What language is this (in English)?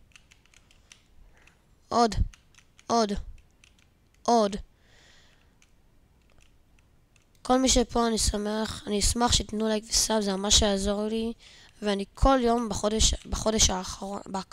Hebrew